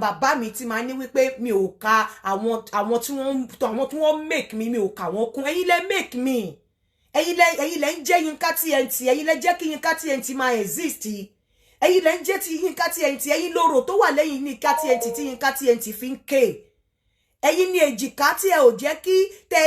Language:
Yoruba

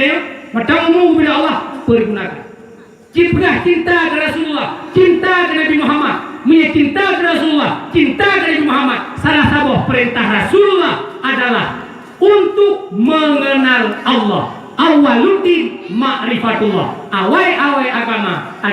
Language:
Achinese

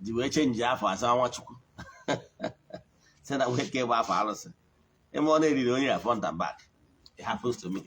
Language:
Igbo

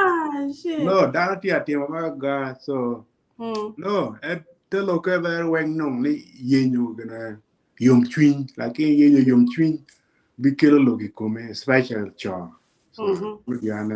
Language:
Acoli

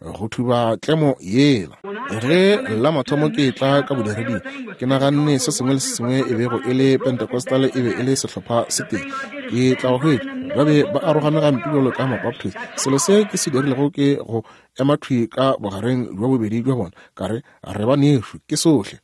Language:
Northern Sotho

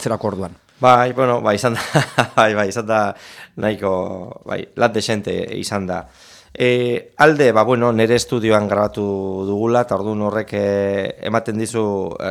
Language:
Basque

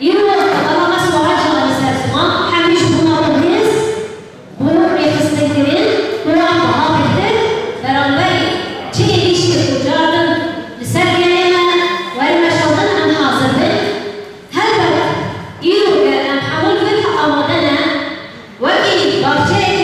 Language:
Kurdish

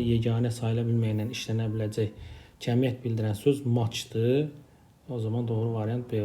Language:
Azerbaijani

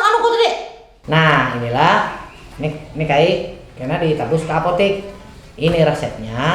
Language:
Banjar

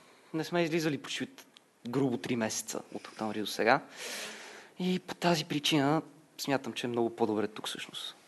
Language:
Bulgarian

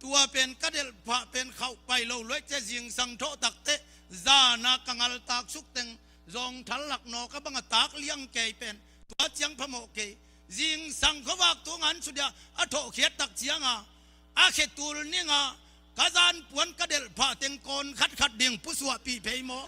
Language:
Tedim Chin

